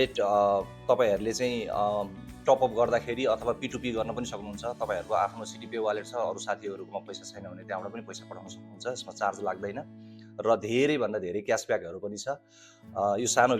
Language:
Nepali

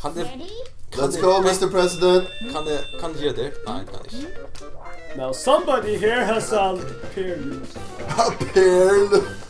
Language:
Faroese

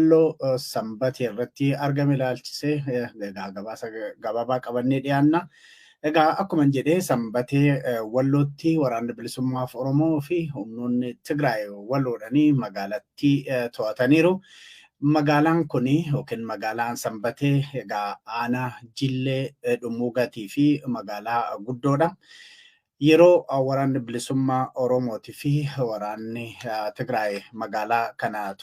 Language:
Oromo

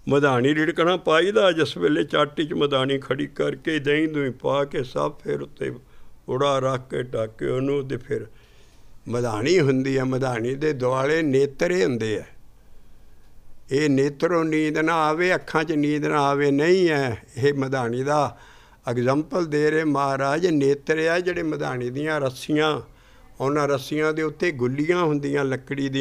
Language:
Punjabi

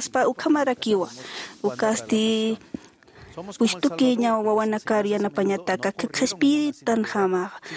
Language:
Aymara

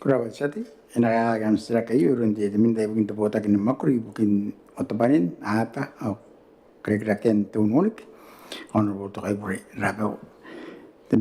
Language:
Gilbertese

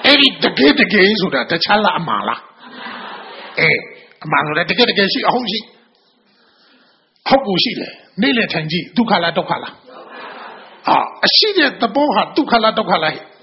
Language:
Burmese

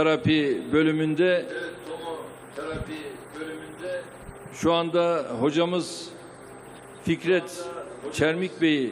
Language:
Turkish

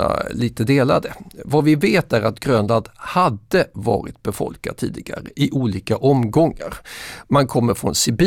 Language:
Swedish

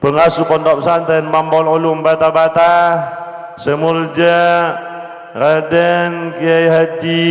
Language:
Madurese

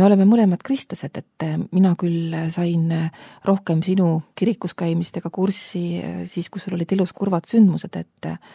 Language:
Estonian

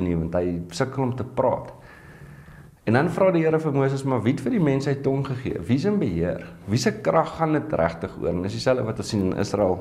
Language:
Afrikaans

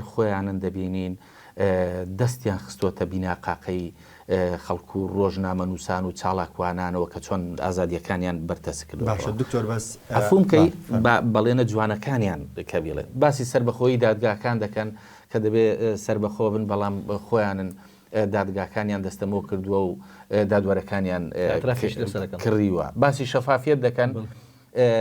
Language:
Central Kurdish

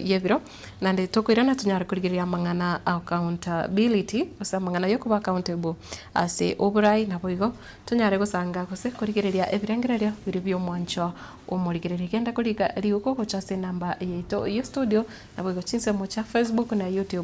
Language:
Gusii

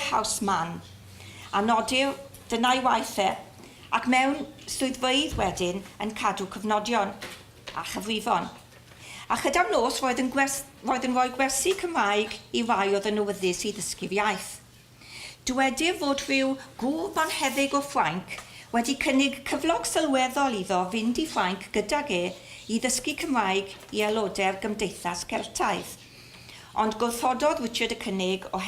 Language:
Welsh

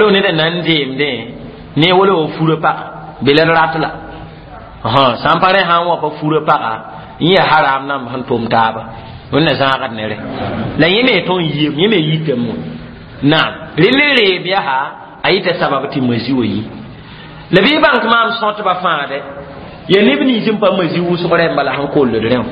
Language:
Mossi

